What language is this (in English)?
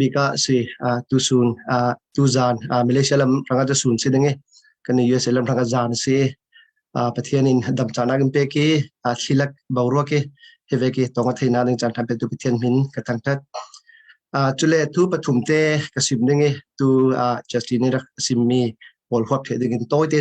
Falam Chin